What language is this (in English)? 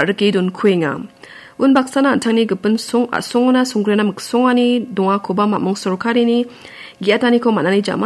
Garo